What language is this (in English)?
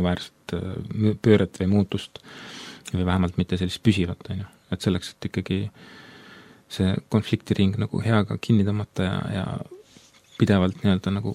Estonian